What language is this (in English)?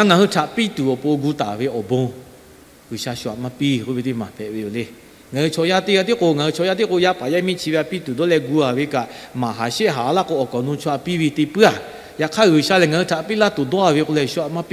Lahu